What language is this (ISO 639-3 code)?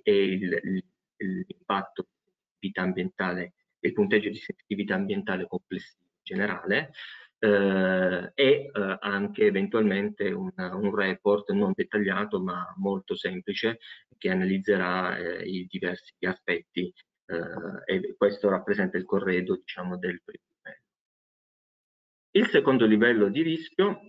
ita